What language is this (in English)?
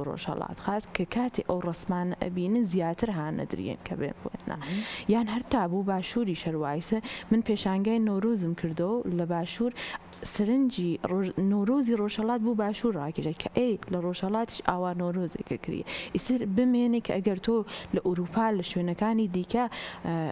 Central Kurdish